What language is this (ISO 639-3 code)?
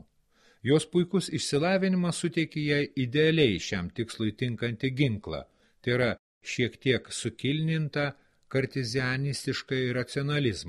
lit